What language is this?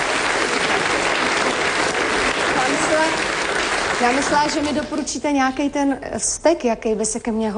Czech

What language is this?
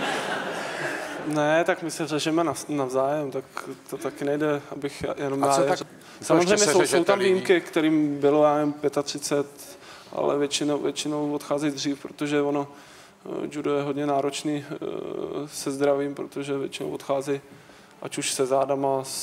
Czech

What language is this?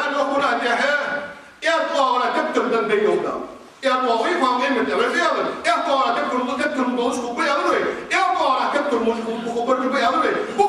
Ingush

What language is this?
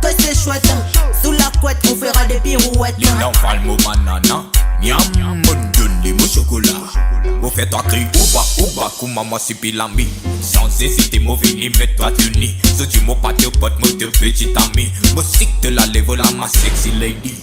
Morisyen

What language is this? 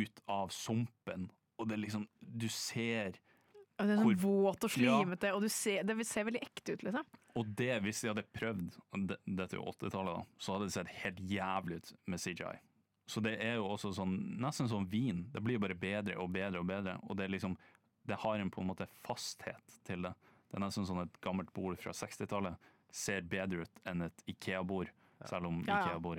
Norwegian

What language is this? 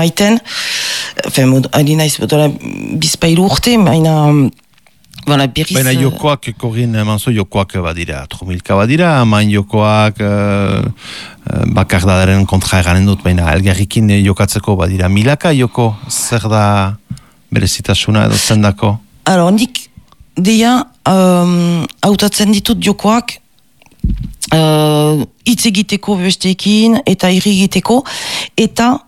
Basque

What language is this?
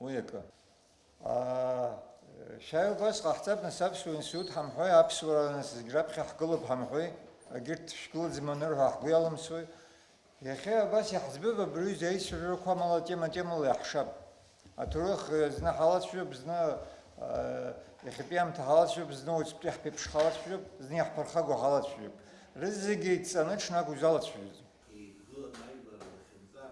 Abkhazian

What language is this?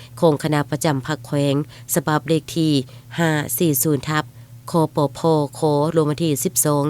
Lao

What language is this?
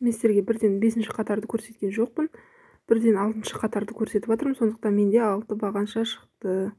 Kazakh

